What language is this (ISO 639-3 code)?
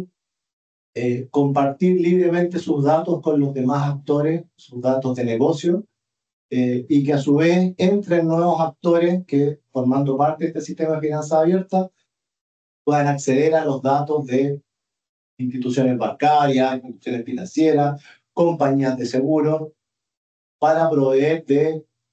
spa